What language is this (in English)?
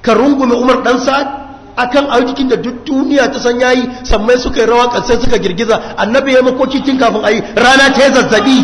Hausa